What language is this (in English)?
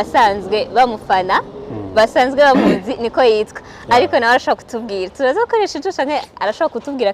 Rundi